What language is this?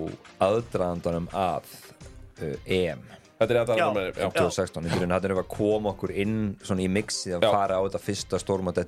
Icelandic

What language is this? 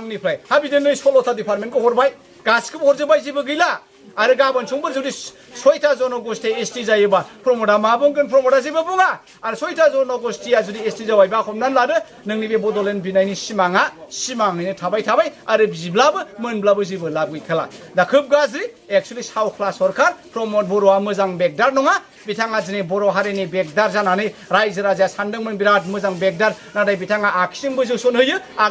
Bodo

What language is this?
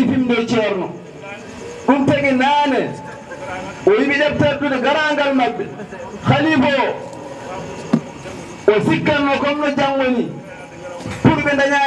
Fula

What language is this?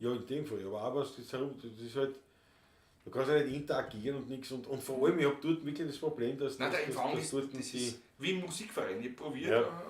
Bavarian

